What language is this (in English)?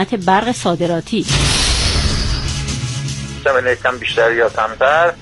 Persian